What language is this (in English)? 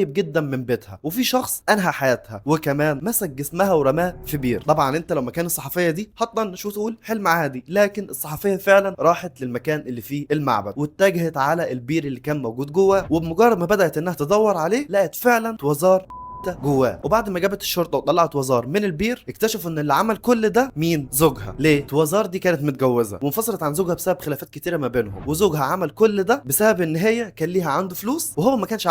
Egyptian Arabic